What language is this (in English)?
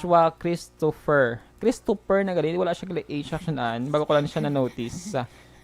Hiligaynon